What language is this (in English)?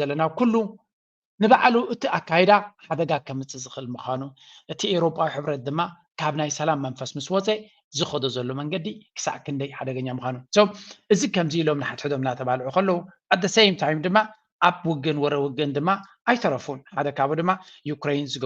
Tigrinya